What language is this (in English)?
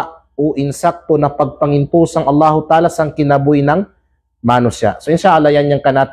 Kalagan